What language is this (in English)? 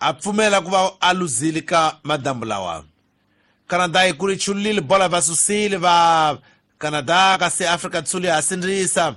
Tsonga